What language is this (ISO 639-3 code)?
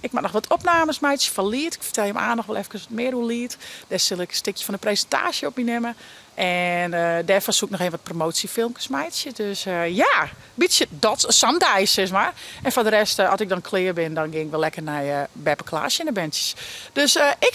fry